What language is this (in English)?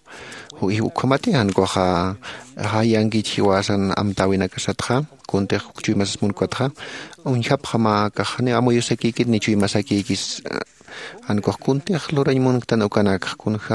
Aymara